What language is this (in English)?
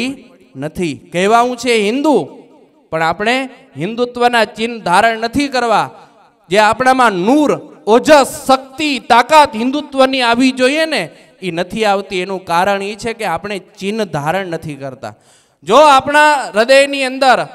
Gujarati